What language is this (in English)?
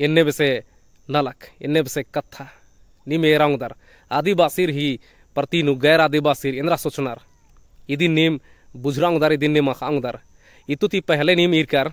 Kurukh